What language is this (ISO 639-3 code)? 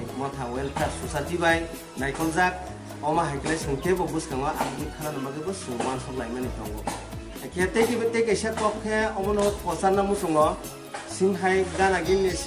trp